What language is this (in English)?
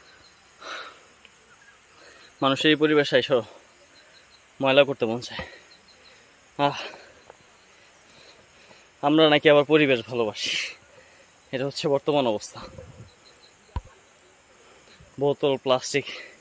Bangla